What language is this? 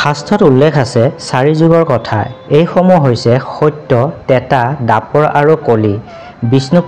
Assamese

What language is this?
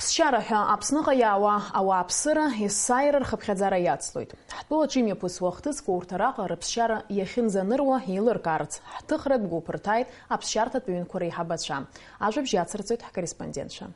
Abkhazian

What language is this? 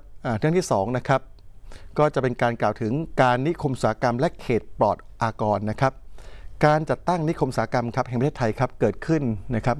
Thai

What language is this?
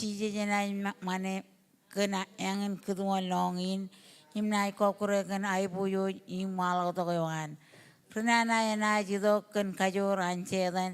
Marshallese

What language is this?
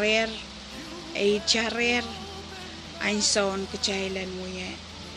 Pohnpeian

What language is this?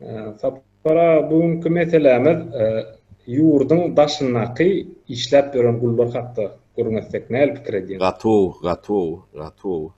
Turkmen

